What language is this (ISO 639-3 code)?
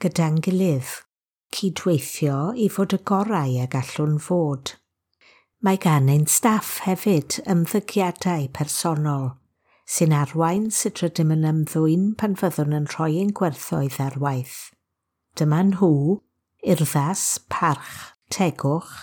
cym